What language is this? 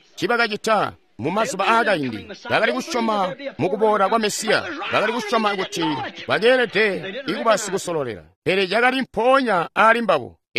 Tonga (Zambia)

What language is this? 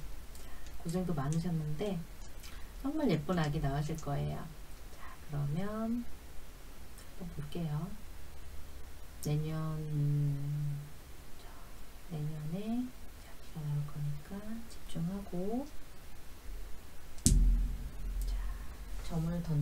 Korean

